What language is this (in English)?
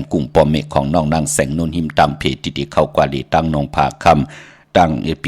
Shan